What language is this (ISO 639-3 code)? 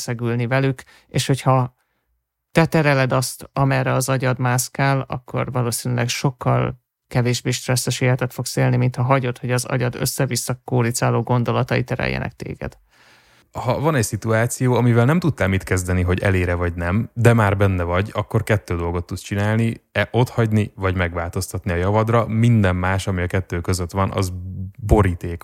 hun